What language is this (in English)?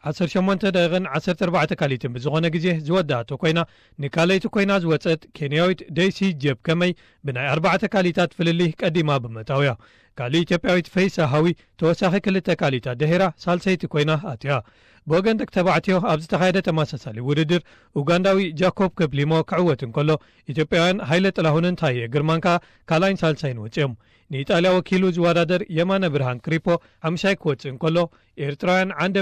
Tigrinya